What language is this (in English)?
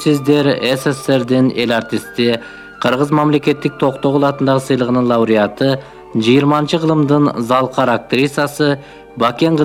Kyrgyz